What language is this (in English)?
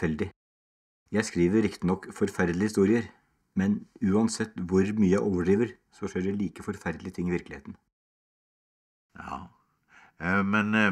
Norwegian